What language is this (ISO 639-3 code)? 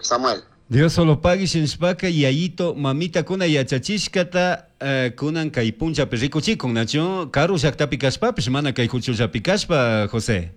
qug